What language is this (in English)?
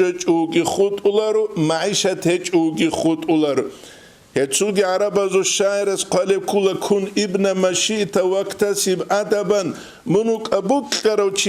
Avaric